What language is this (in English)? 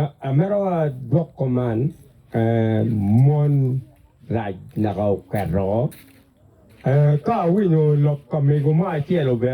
Acoli